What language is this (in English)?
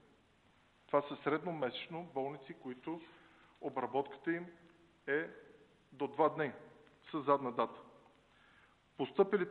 Bulgarian